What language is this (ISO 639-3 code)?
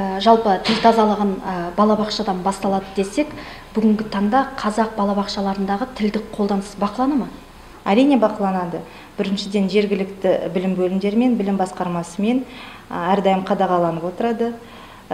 kaz